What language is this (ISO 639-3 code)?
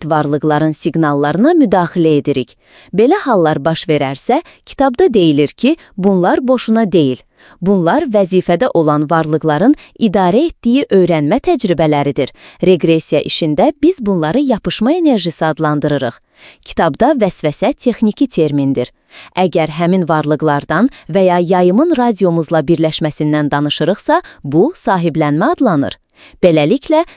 aze